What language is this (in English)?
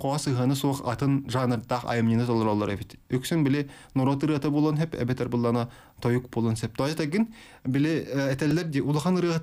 Yakut